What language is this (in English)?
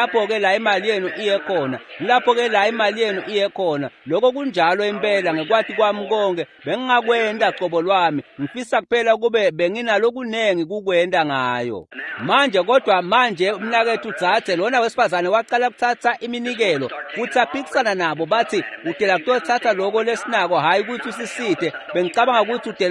Swati